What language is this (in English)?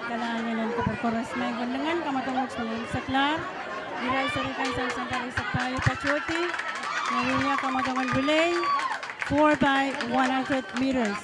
Pohnpeian